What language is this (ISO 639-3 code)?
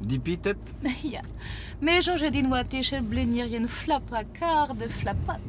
bre